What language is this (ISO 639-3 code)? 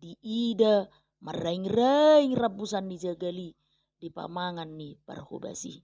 bbc